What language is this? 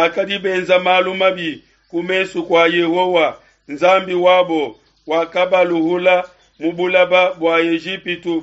Luba-Lulua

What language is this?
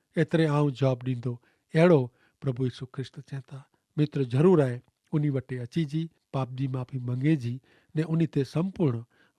Kachhi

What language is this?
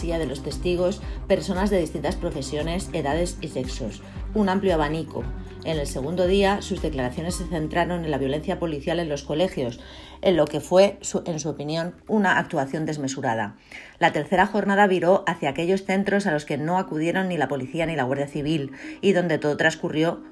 Spanish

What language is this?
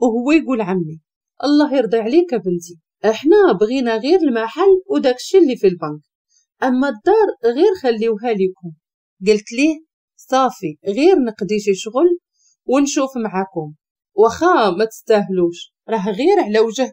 Moroccan Arabic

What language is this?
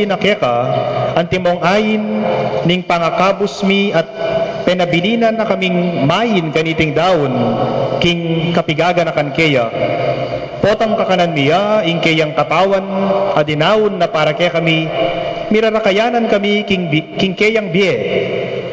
Pampanga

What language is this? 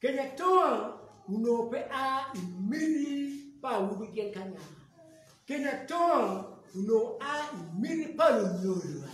Acoli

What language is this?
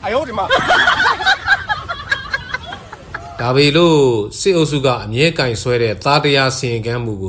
Burmese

